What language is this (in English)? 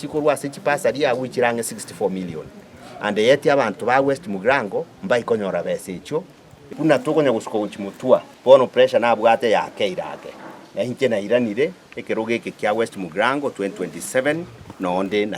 Gusii